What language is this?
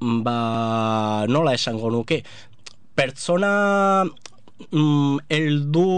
Basque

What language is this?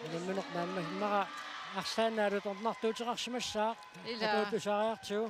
Kalaallisut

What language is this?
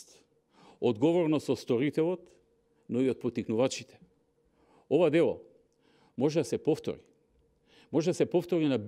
Macedonian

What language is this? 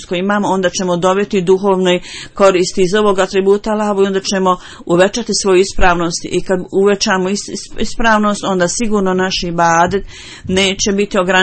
Bosnian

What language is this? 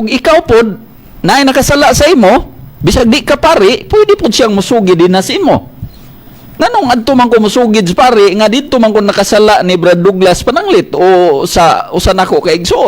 Cebuano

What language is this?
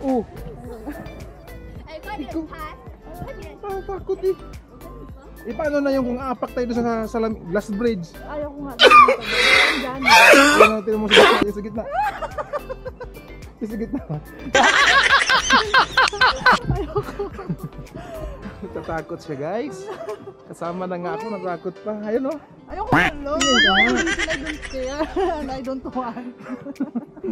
Filipino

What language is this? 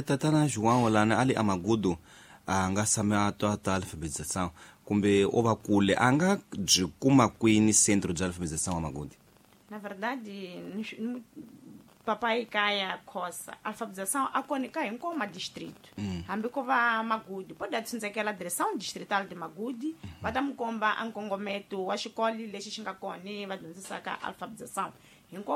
Tsonga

